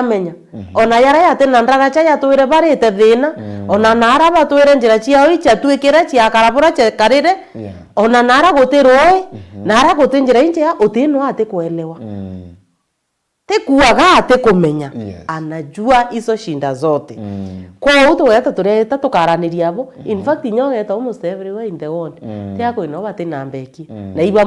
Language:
Meru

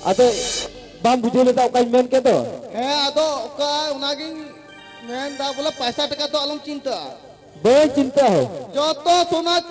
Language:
Santali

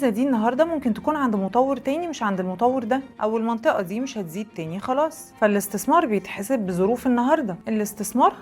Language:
Egyptian Arabic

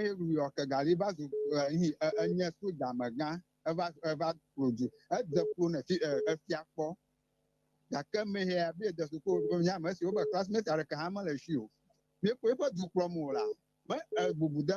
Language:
Ewe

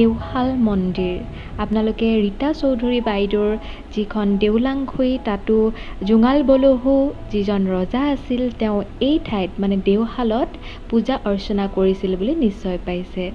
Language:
Assamese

